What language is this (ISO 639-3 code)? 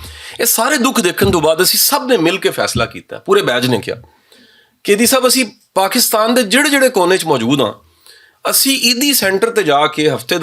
lah